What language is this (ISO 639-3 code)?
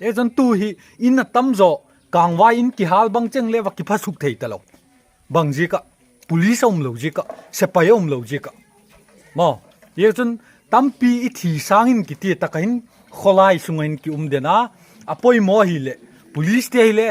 pck